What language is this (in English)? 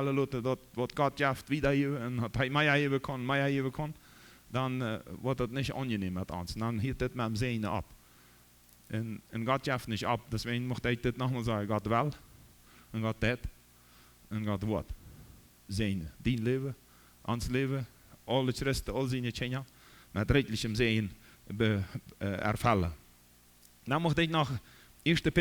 Plautdietsch